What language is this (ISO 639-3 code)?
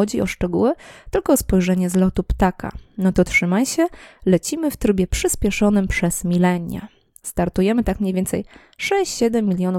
pol